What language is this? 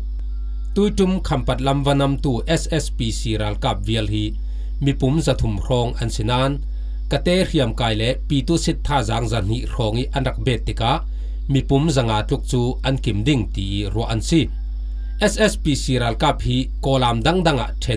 Falam Chin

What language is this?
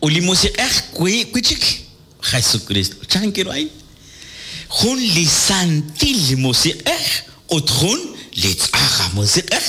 Kekchí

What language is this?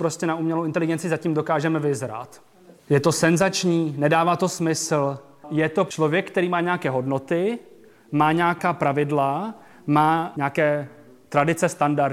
Czech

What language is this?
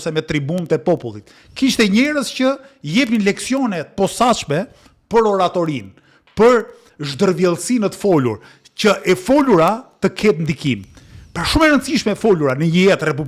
Albanian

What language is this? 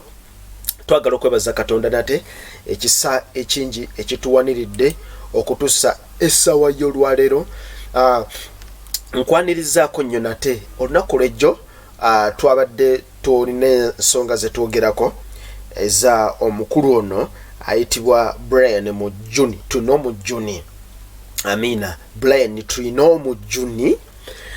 Ganda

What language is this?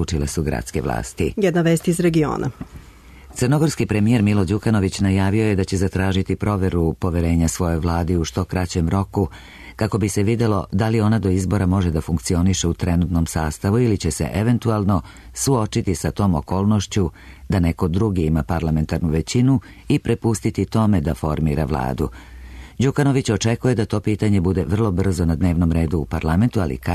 Serbian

